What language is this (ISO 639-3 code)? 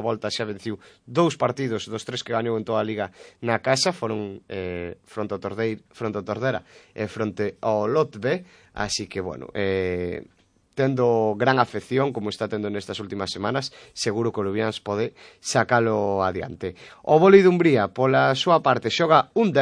glg